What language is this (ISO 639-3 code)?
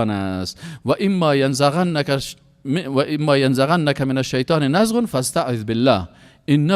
fas